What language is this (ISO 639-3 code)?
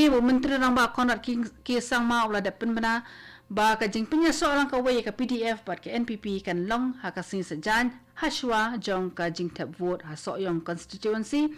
kha